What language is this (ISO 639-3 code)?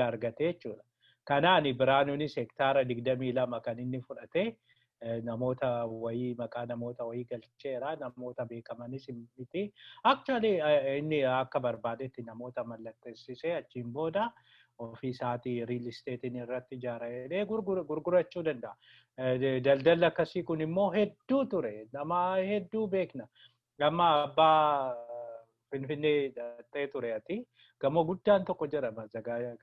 orm